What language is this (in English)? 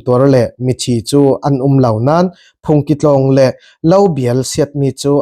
Falam Chin